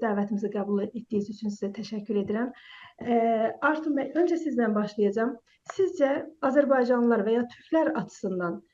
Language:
South Azerbaijani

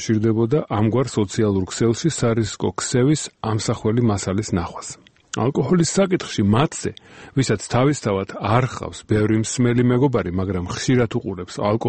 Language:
Georgian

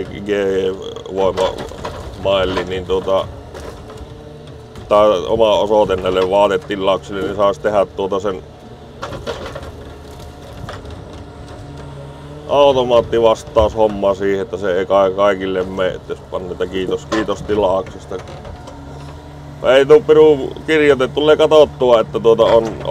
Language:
Finnish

